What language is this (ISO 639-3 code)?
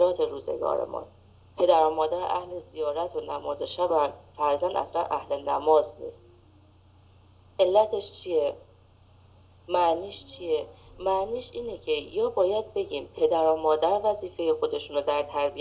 fas